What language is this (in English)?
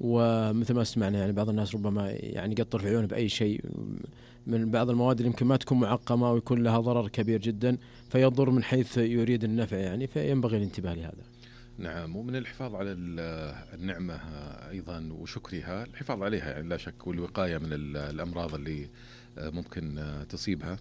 Najdi Arabic